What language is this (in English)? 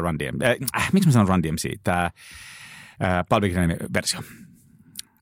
Finnish